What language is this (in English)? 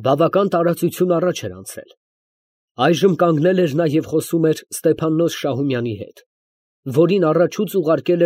Armenian